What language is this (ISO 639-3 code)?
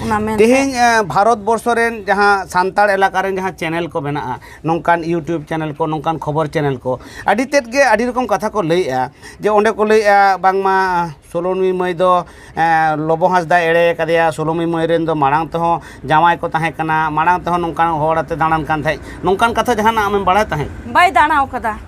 sat